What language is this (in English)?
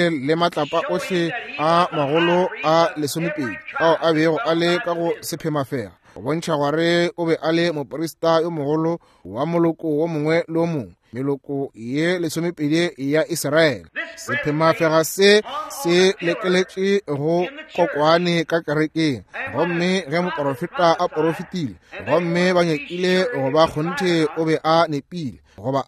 Northern Sotho